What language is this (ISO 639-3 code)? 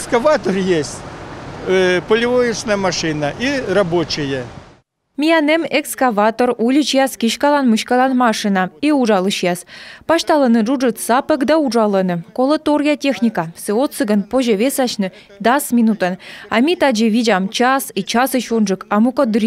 kom